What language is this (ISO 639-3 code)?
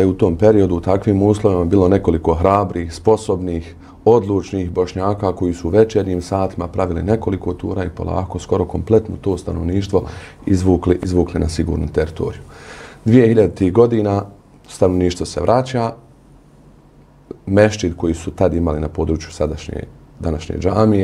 bos